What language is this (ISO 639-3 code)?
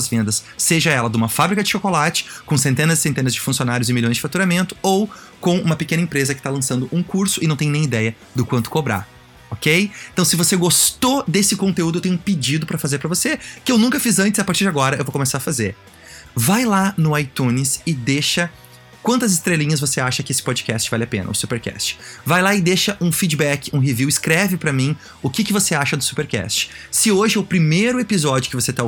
por